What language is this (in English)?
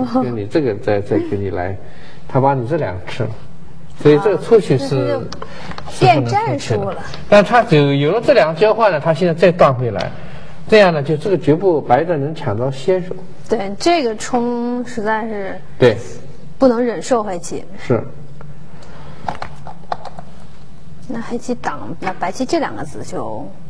Chinese